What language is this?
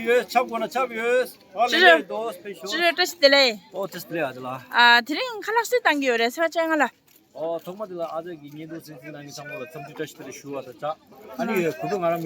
Tibetan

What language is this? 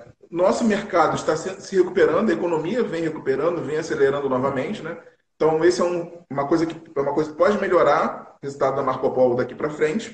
Portuguese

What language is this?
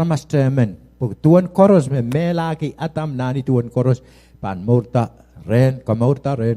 Pohnpeian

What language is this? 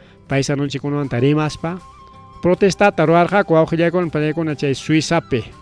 Ayacucho Quechua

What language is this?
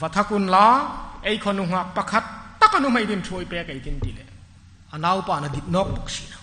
Hmar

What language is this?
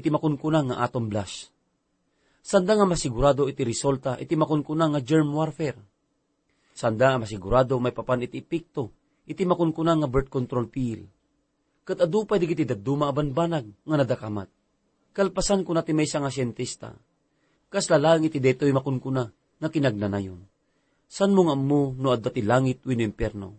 Iloko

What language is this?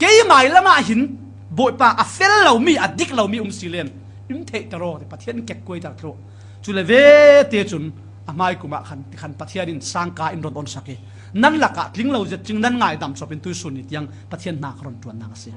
Falam Chin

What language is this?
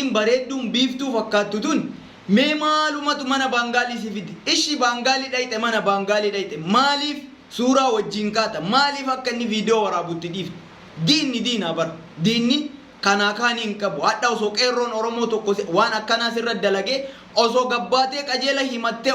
Oromo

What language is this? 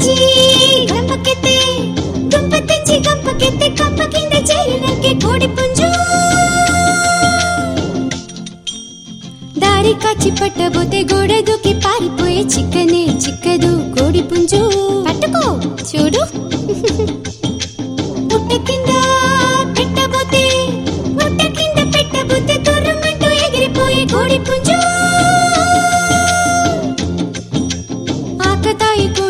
Telugu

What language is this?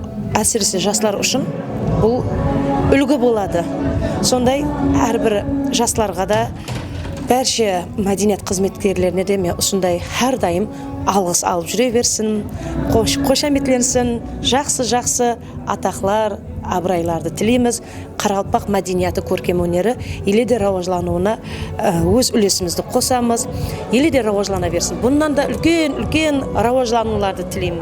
Kara-Kalpak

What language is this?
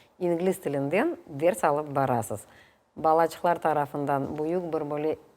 Crimean Tatar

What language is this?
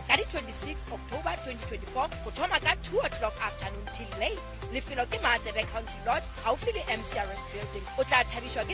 Northern Sotho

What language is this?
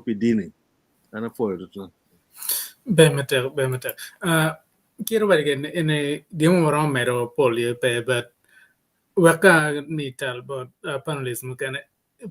Acoli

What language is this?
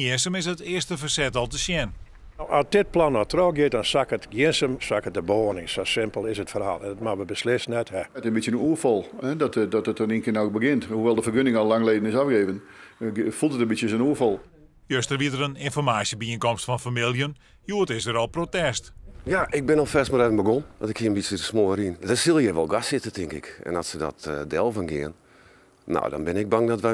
Western Frisian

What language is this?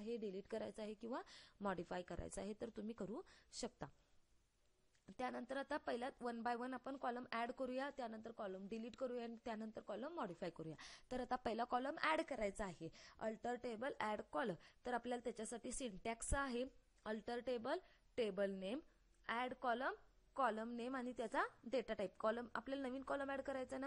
Marathi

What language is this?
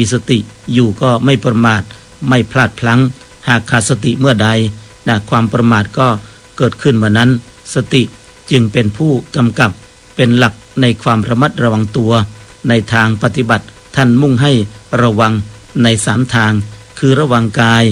Thai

